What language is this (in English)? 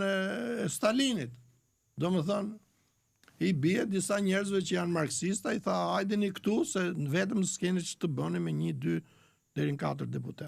Albanian